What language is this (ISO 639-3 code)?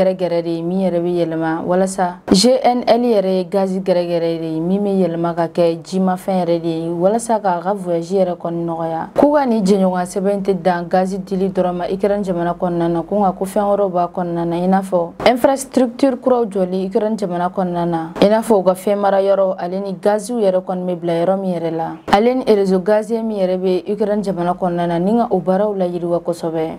bam